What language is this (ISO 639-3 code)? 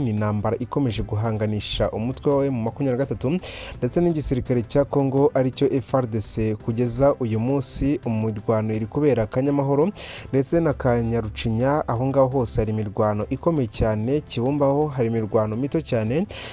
kin